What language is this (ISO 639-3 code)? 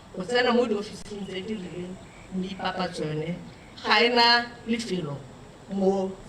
tsn